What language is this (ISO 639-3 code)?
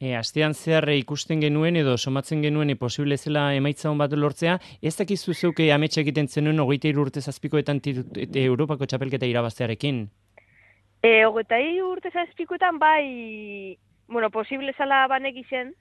eus